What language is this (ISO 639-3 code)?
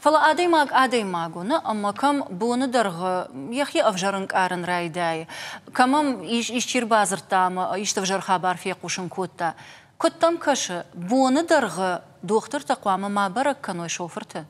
oss